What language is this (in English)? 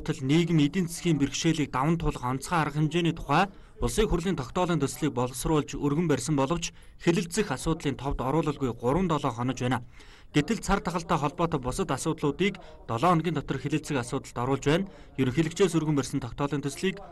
Mongolian